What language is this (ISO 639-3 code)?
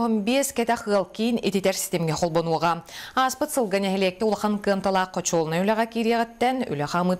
sah